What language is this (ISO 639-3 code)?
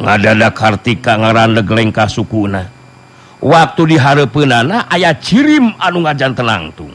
sun